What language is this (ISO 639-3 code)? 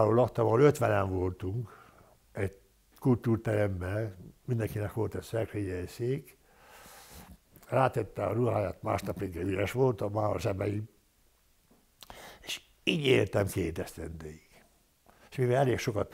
hun